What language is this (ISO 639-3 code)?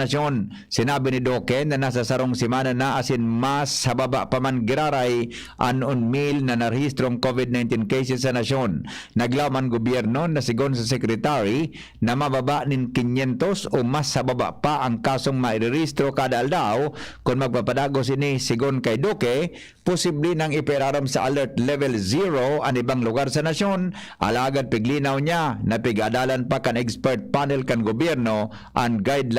bik